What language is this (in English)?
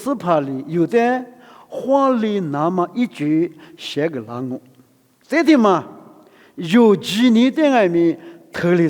Lisu